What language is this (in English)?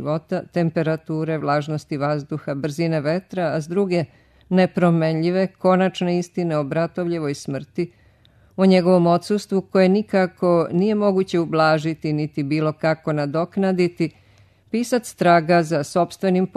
Serbian